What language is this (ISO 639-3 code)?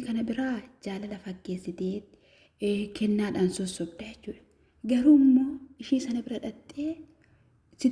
orm